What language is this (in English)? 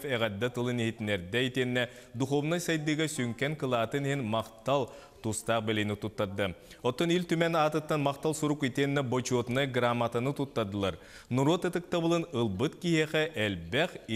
Yakut